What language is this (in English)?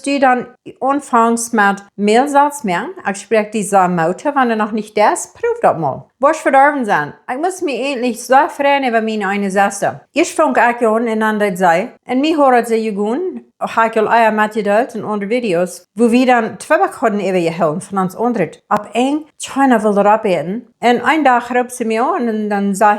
Plautdietsch